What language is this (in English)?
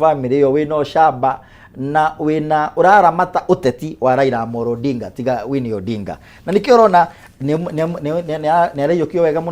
Kikuyu